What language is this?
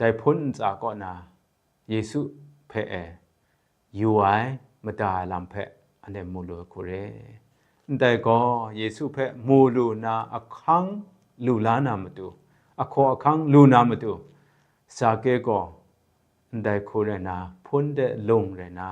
Kachin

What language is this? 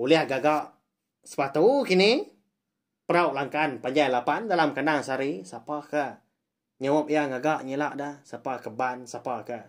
Iban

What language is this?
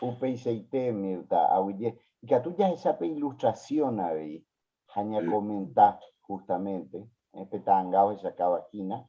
Guarani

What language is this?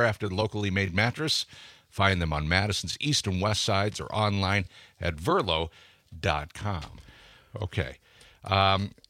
English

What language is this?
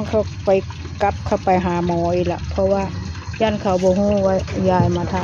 Northeastern Thai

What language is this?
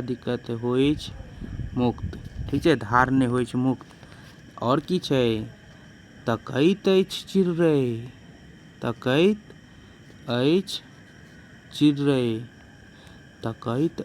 Maithili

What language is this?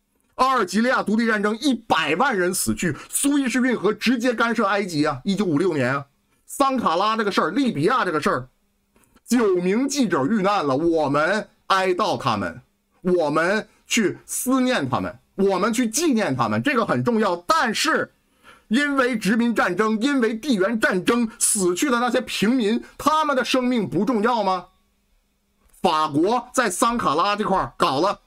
Chinese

